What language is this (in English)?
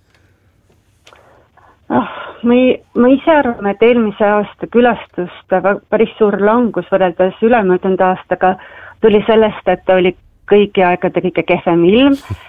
Estonian